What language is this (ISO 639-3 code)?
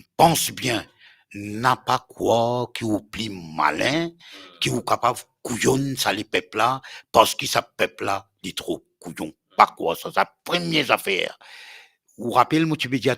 mfe